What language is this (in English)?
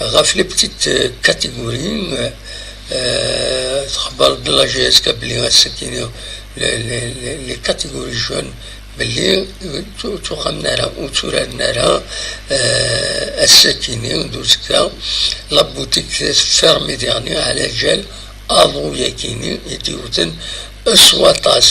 Kabyle